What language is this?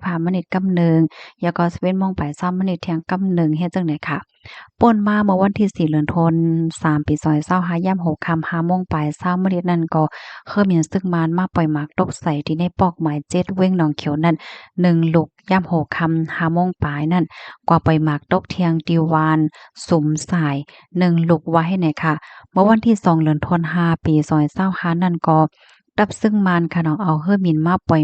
Shan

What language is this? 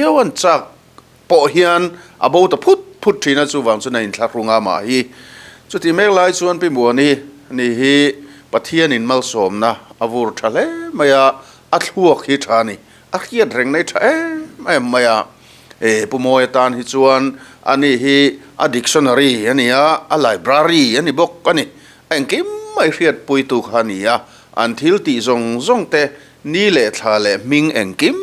Mizo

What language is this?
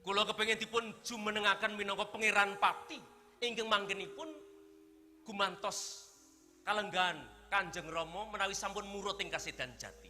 Javanese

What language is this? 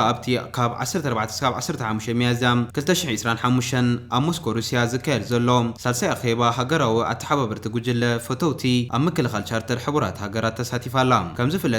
Tigrinya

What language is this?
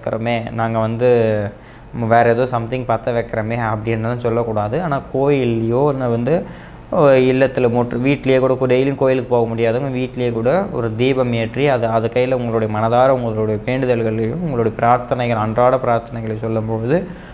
Tamil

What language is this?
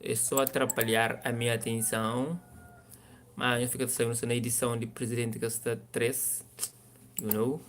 Kabuverdianu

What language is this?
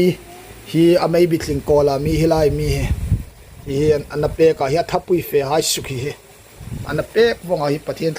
Hmar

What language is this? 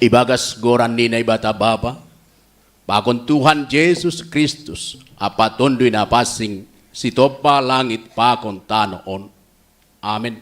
Batak Simalungun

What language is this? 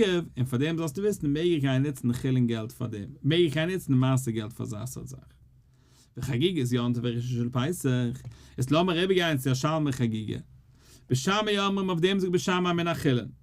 Yiddish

